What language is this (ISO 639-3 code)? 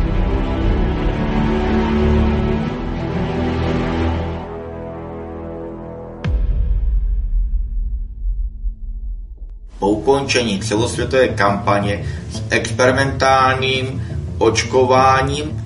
ces